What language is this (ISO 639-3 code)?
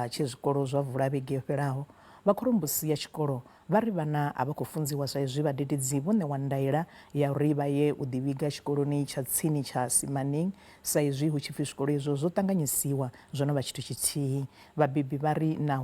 ven